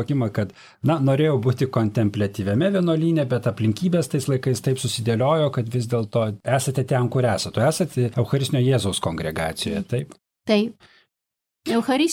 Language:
Lithuanian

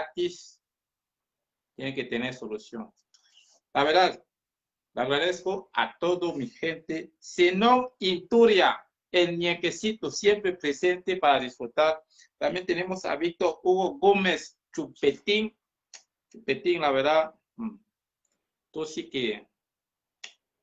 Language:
Spanish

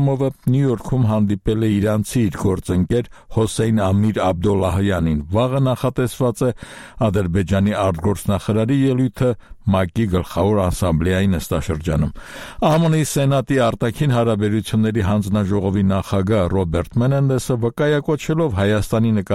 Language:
Armenian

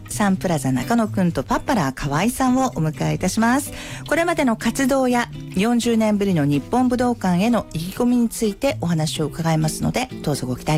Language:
Japanese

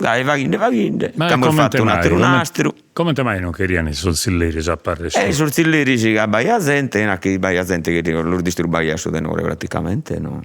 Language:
Sardinian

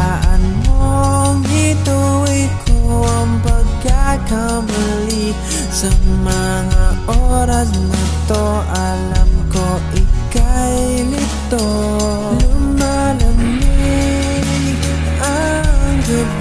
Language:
Filipino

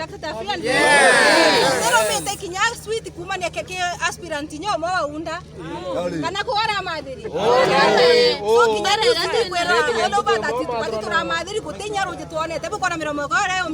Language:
Meru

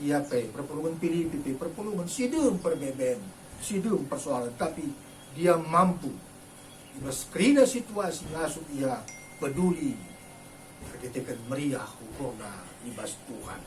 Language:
Batak Karo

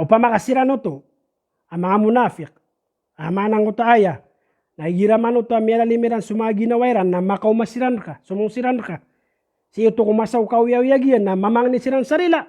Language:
Maranao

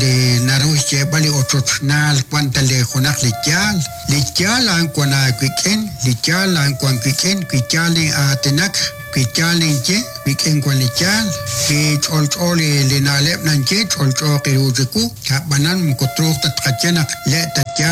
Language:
Kekchí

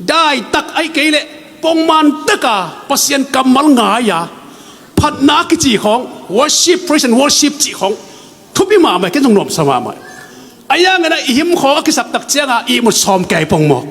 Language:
Tedim Chin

